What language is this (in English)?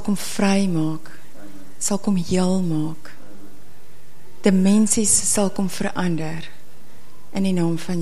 Afrikaans